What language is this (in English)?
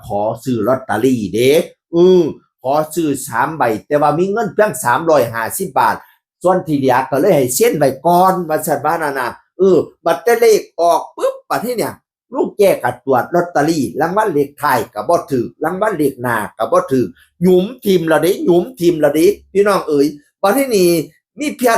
Northeastern Thai